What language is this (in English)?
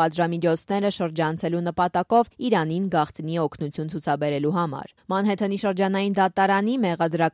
Armenian